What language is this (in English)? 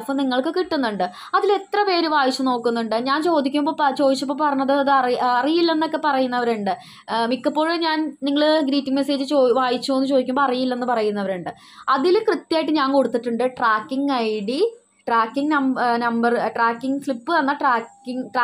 Malayalam